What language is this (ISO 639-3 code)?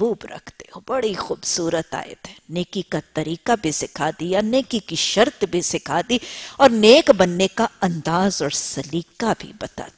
urd